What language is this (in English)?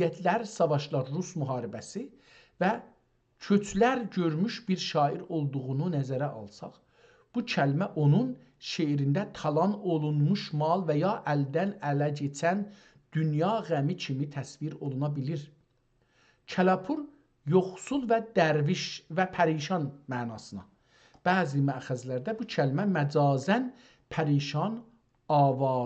South Azerbaijani